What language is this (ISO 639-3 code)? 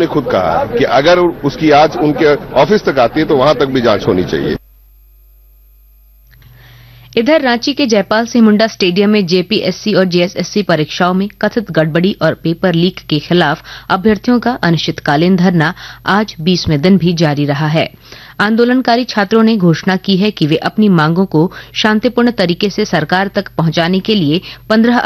hin